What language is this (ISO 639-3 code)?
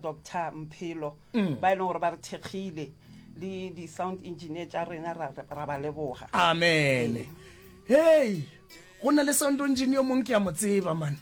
nso